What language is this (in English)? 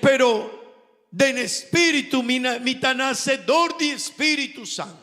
Papiamento